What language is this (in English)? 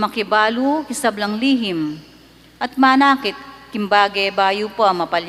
Pampanga